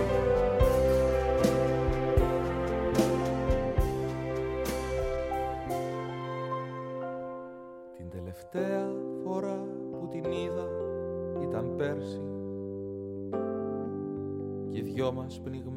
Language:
Greek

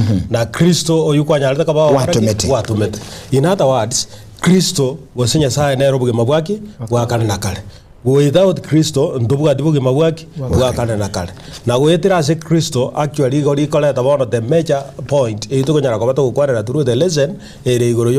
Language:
Gusii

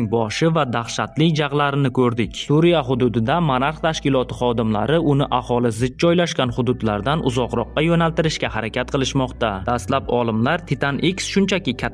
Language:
Uzbek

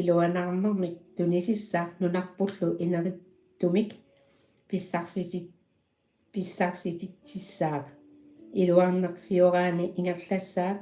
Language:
Kalaallisut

